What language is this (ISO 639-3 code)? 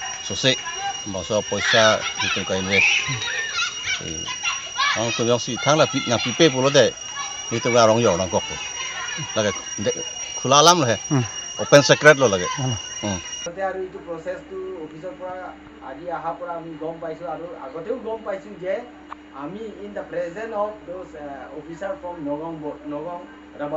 mjw